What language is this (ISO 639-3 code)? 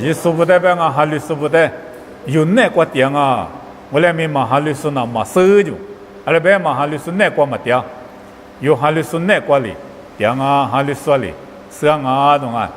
lis